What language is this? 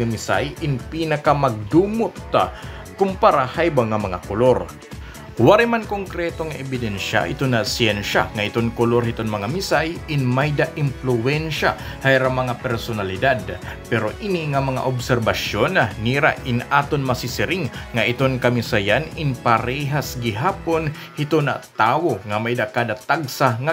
Waray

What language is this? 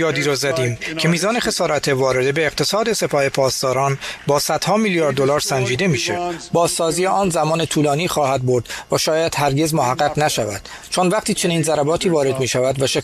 Persian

